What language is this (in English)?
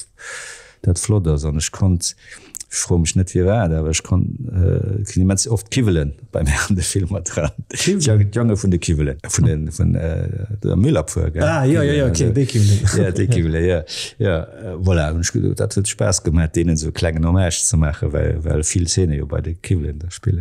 Luxembourgish